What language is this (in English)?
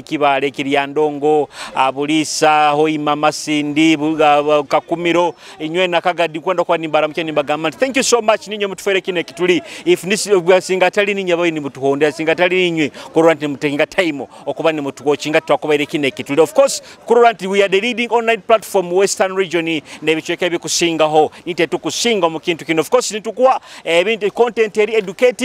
Nyoro